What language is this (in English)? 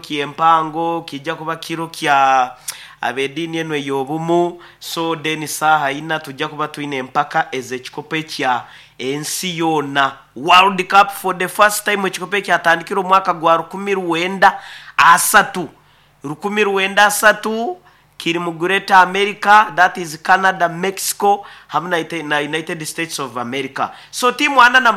Nyankole